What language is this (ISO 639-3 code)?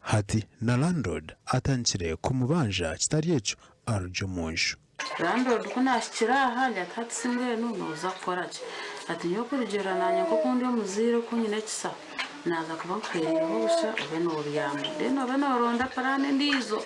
nyn